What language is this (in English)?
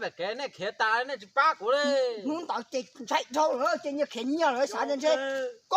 Hmong